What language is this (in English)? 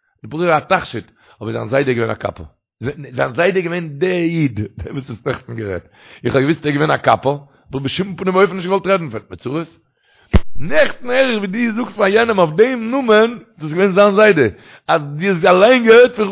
Yiddish